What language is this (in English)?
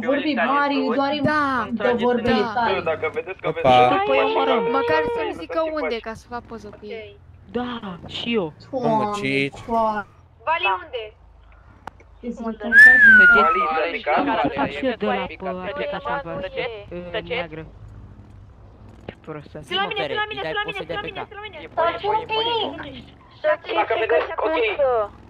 Romanian